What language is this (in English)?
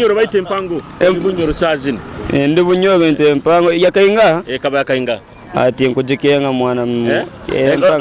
Nyoro